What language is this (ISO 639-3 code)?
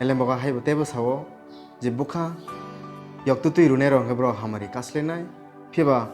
trp